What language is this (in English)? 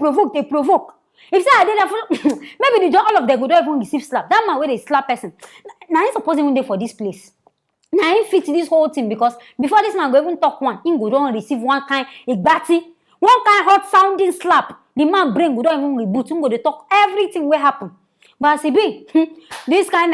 Nigerian Pidgin